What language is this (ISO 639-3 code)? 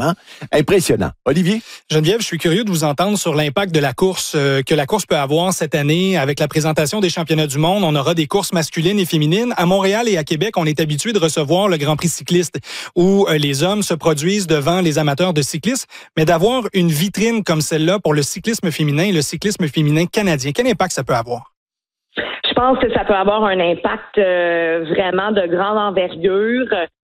fra